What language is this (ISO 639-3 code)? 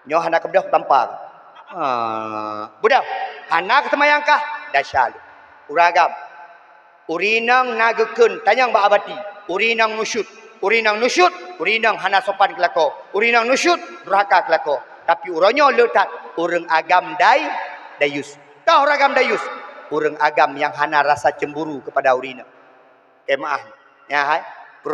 ace